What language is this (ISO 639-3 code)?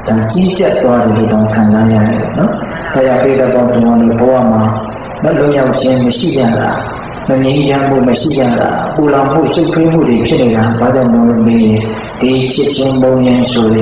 mya